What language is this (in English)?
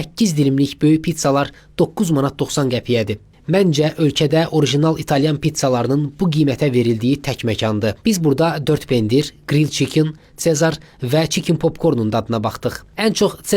Azerbaijani